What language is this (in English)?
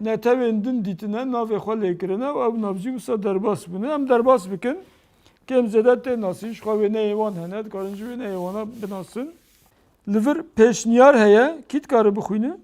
Kurdish